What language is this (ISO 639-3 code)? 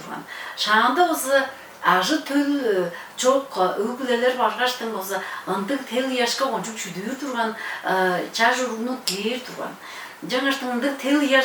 tyv